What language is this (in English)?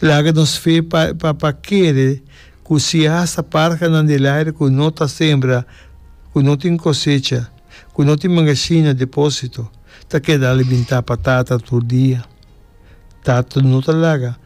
Papiamento